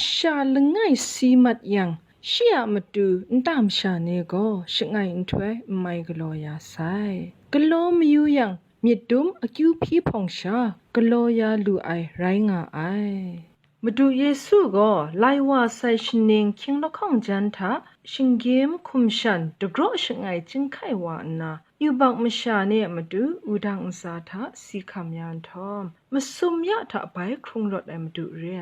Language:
Kachin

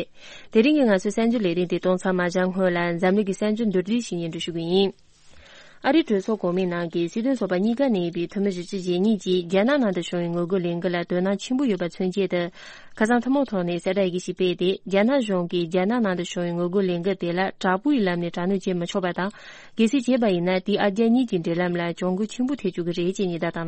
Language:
Tibetan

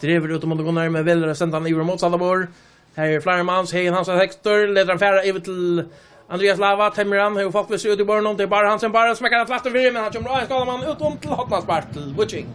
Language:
Faroese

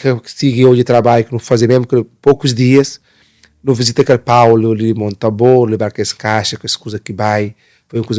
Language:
Kabuverdianu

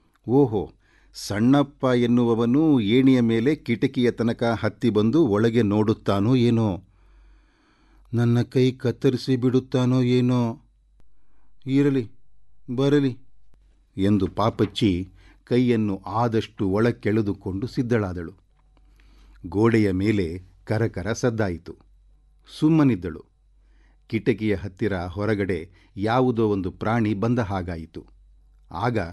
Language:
Kannada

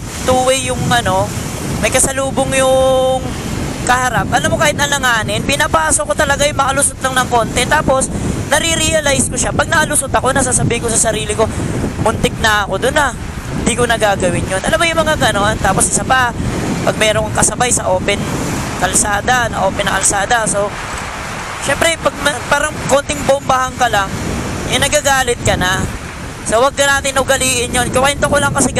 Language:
Filipino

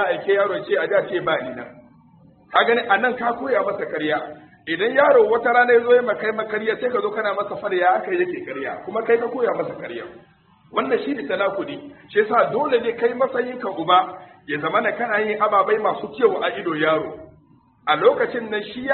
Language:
Hausa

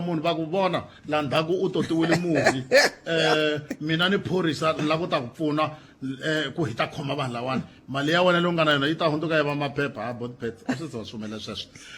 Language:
Tsonga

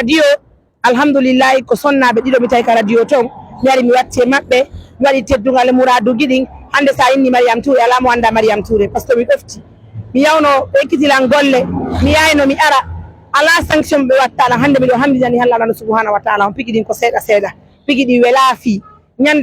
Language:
Pular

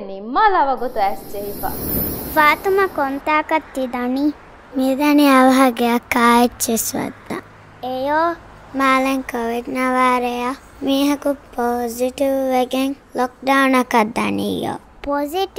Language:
Divehi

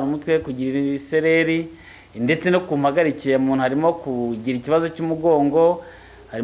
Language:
Kinyarwanda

